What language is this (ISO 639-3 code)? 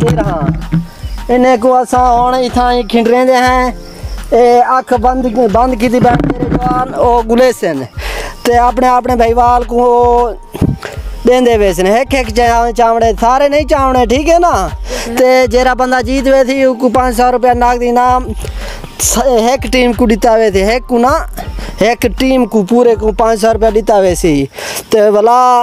skr